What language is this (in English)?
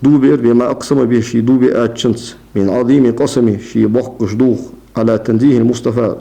Ingush